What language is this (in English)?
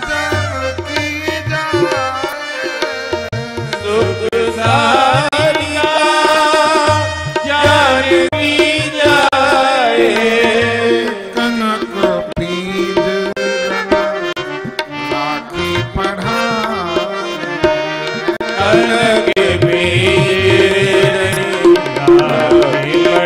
Hindi